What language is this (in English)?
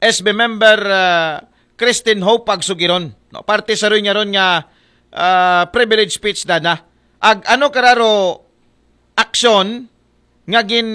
Aklanon